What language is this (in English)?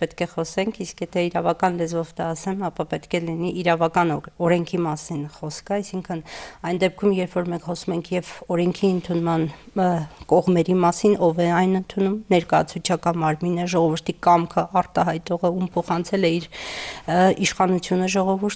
Armenian